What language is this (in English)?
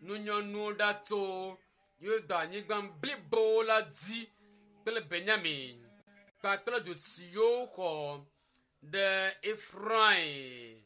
Ewe